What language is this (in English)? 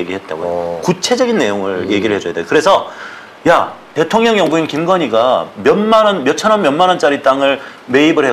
Korean